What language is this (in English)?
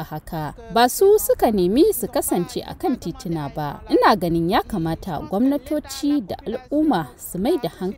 Hausa